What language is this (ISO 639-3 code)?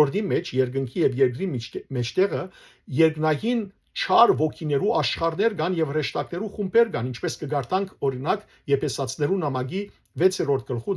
hyw